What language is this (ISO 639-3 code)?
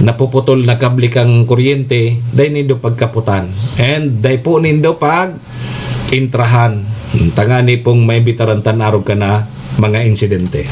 bik